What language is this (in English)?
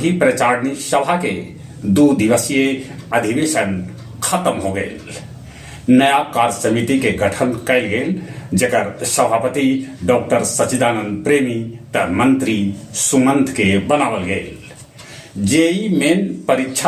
Magahi